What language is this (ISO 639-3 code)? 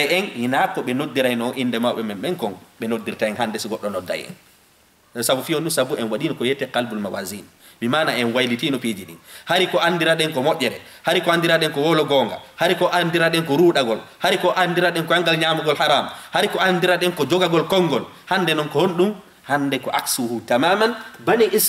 ful